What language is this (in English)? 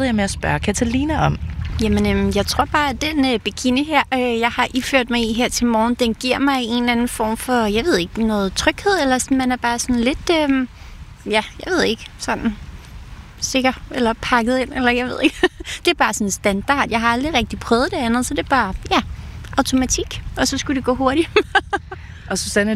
Danish